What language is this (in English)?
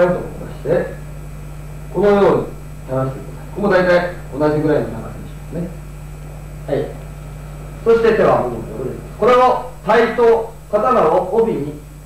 Japanese